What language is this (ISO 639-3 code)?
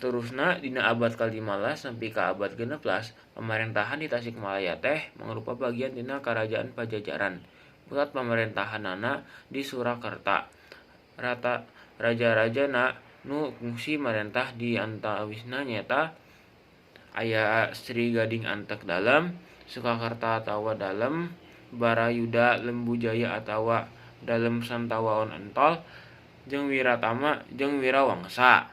sun